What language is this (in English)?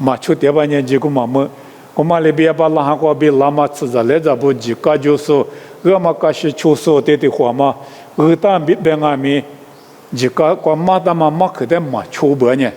Lisu